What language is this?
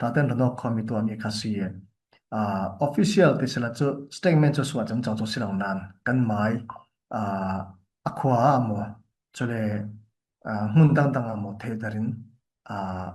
Falam Chin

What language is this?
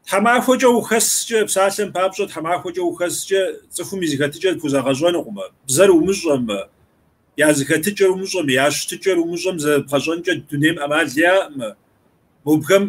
Kabardian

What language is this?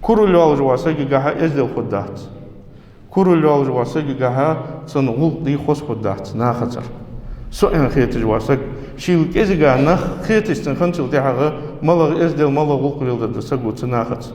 Ingush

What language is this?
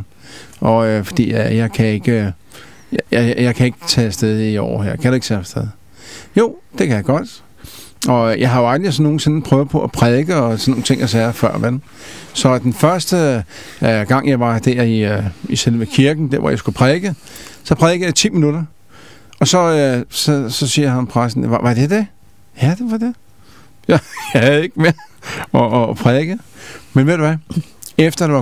Danish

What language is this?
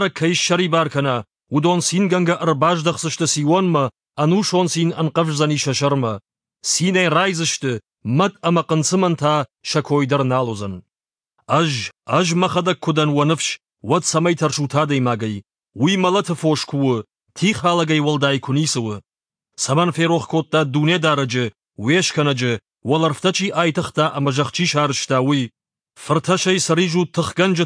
Ossetic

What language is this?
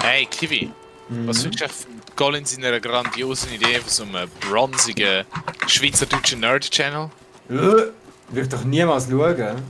Swiss German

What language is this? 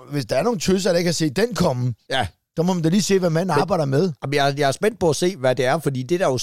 Danish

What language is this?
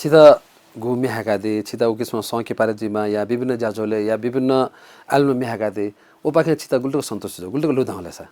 Newari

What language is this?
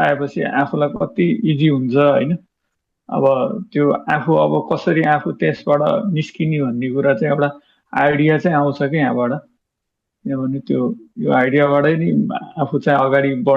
Nepali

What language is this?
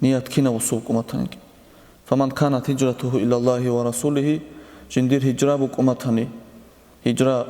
Avaric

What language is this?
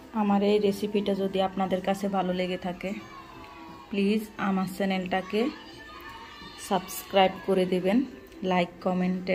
Bangla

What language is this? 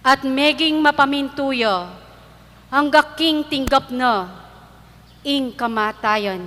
Pampanga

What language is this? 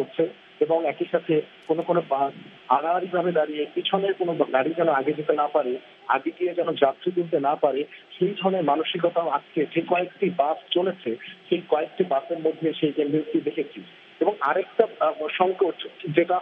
Bangla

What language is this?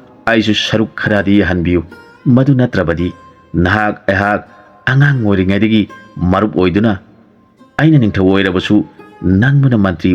Manipuri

